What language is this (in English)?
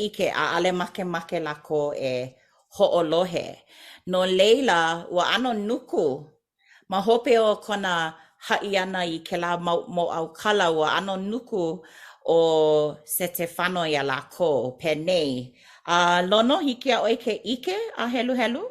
Hawaiian